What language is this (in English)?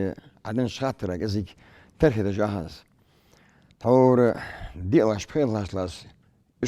Ingush